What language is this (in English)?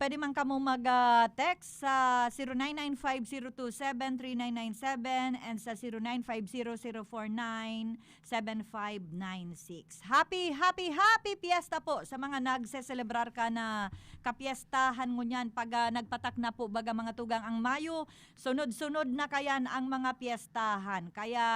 Bikol